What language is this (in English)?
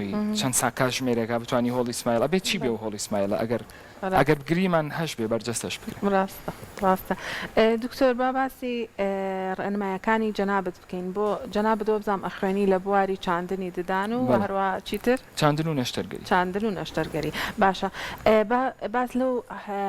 Central Kurdish